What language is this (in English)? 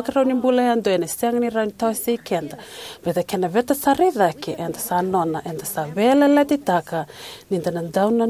Fijian